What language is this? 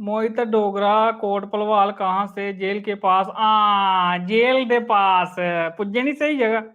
Dogri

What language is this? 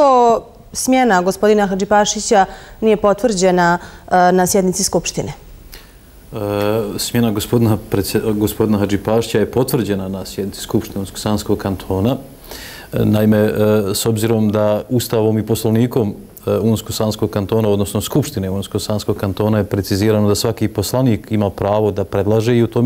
Bosnian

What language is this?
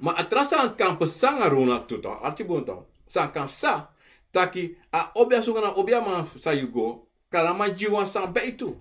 Sranan Tongo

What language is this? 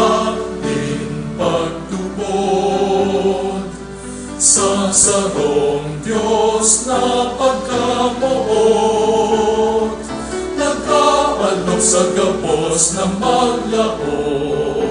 Bikol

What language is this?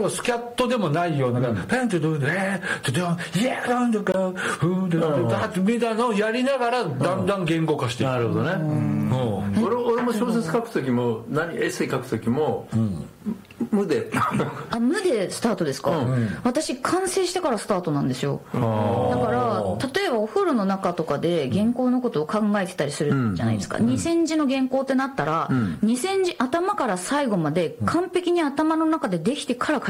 Japanese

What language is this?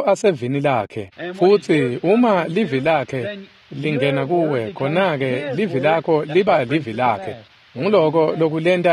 Swati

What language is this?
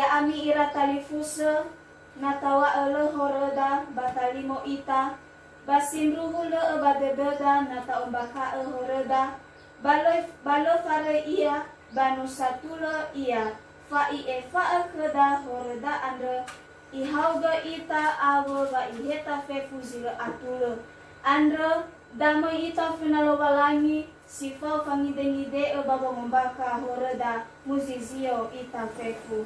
Nias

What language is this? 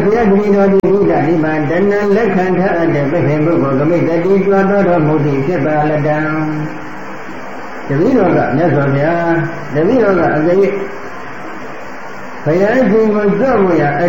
Burmese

